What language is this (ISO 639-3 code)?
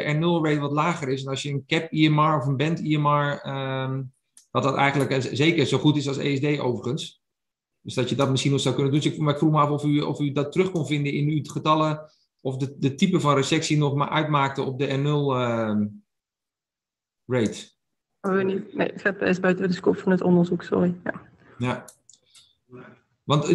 nld